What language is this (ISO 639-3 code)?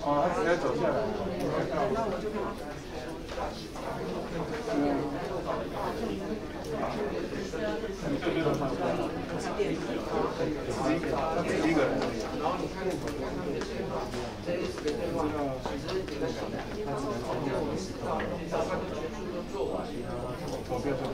zho